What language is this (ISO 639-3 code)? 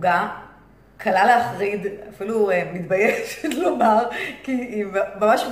heb